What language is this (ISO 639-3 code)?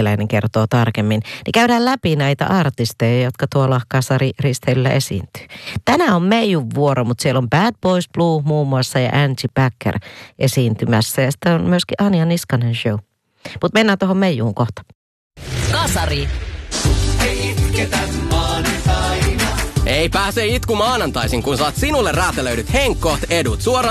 fin